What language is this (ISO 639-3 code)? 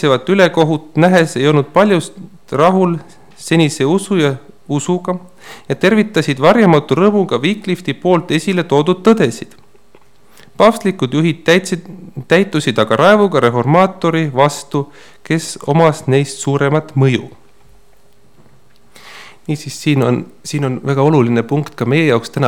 est